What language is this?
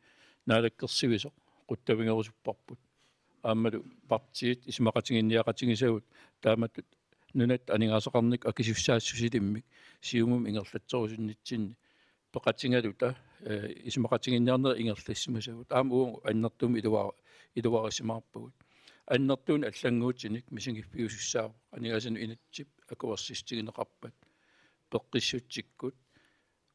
Kalaallisut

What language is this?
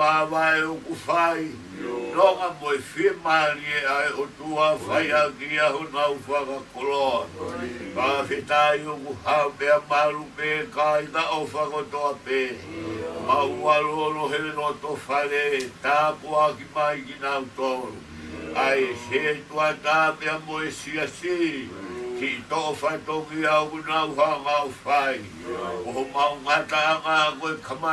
Tongan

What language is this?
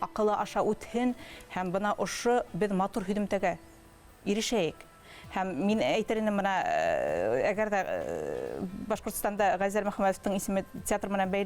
Bashkir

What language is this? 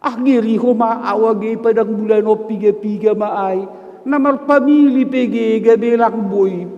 Batak Simalungun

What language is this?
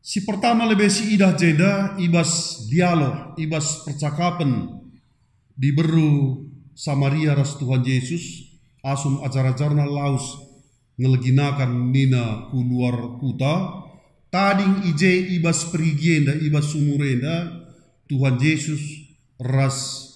Batak Karo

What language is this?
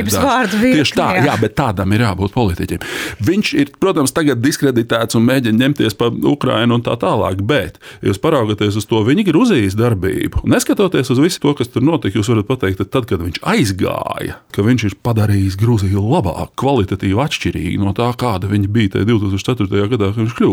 Latvian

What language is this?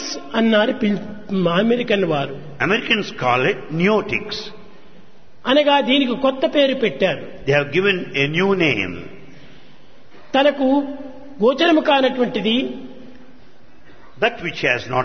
Telugu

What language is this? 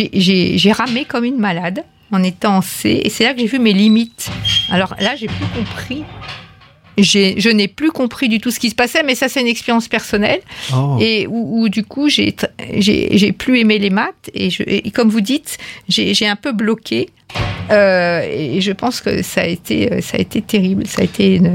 French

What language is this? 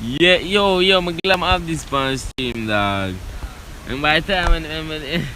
Jamaican Creole English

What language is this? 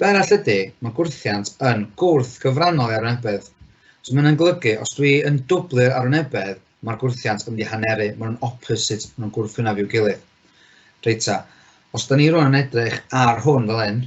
Welsh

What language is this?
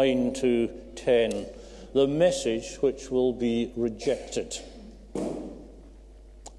English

